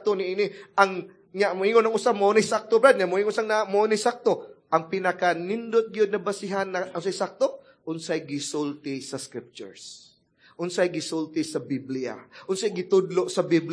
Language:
Cebuano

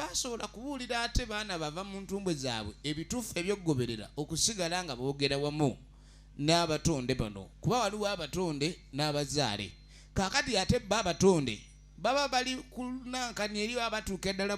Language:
Ganda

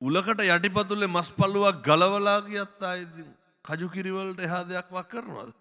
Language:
Sinhala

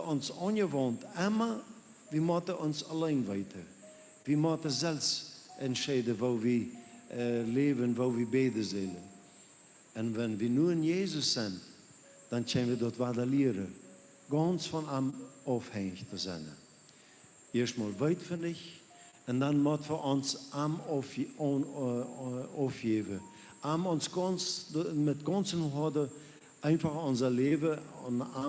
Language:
Plautdietsch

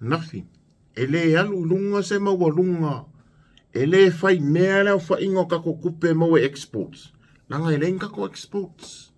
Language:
Samoan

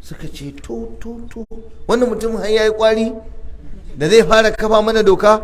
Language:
Hausa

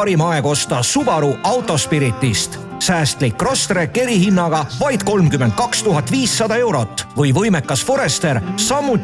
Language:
Estonian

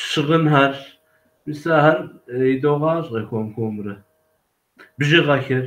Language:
Kabardian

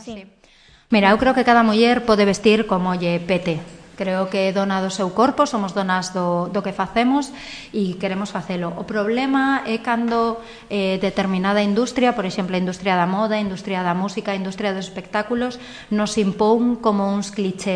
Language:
Galician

